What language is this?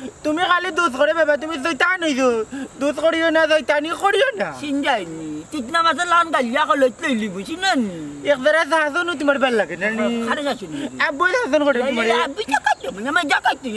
Sylheti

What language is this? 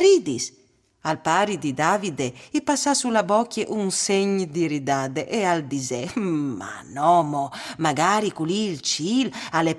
Friulian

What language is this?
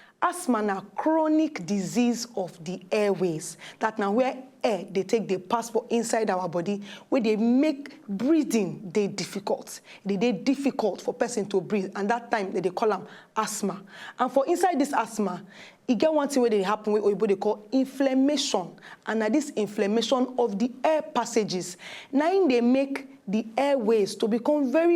Nigerian Pidgin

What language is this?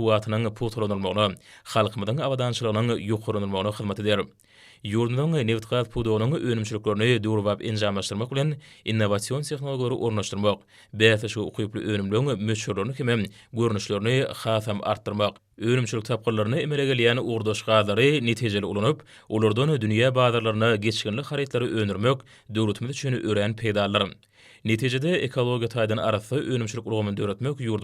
Turkmen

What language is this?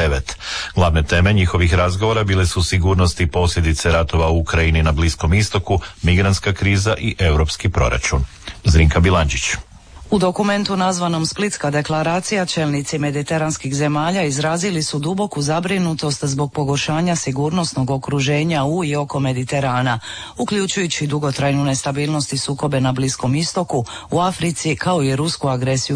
Croatian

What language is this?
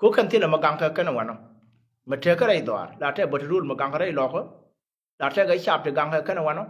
Nuer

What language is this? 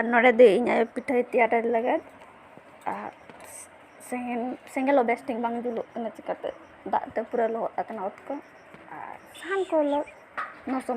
Santali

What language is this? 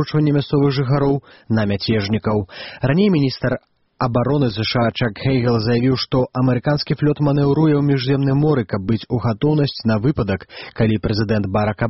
Belarusian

